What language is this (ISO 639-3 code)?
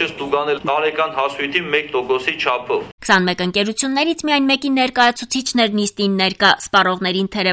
hye